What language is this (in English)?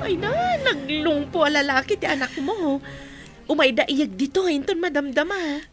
Iloko